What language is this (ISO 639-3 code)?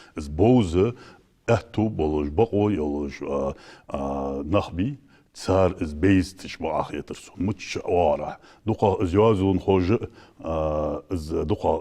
inh